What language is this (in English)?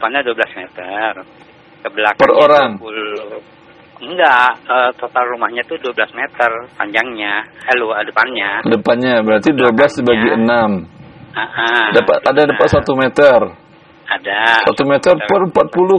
Indonesian